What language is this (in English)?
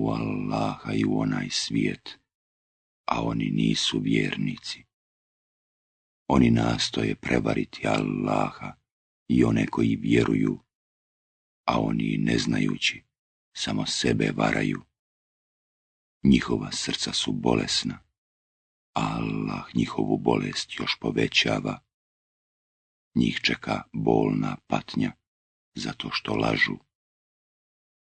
Bosnian